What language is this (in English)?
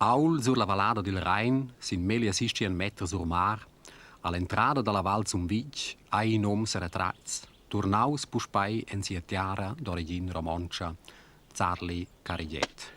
Romansh